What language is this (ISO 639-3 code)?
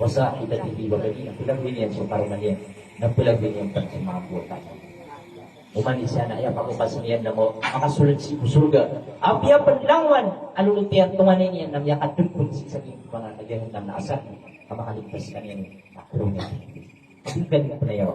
mrw